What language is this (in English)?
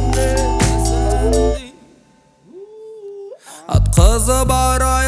Kazakh